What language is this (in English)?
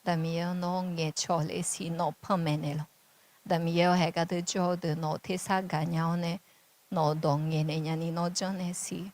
Akha